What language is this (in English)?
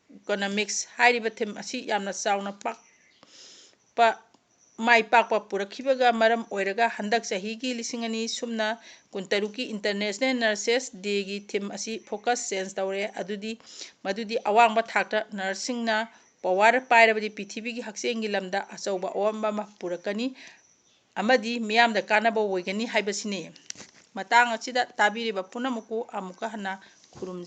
Manipuri